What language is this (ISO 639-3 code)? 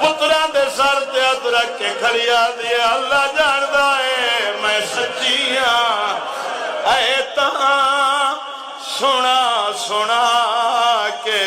skr